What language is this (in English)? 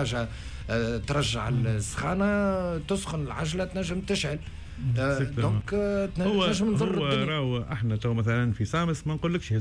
Tunisian Arabic